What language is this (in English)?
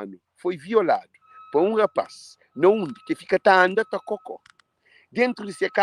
Kabuverdianu